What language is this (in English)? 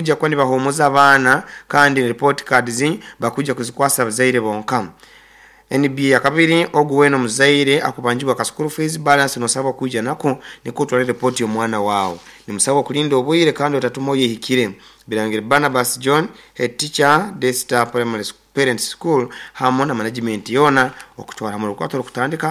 Nyoro